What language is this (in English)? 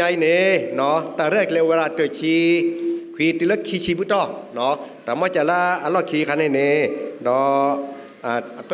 S'gaw Karen